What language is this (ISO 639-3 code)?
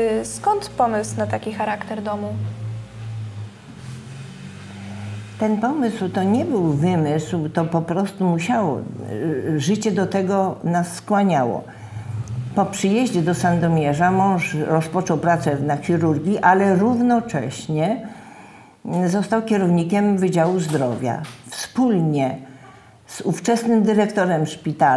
pol